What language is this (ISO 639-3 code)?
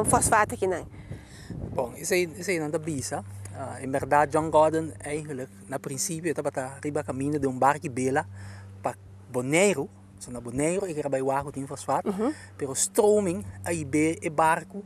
pap